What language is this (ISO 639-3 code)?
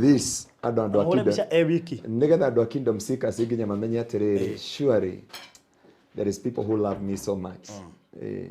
kik